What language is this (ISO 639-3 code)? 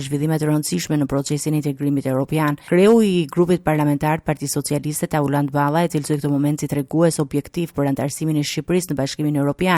sqi